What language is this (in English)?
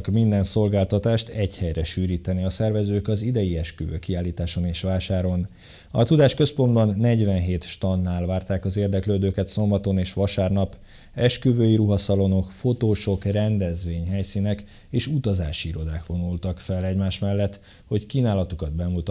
Hungarian